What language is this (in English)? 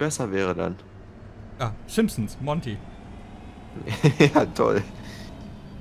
German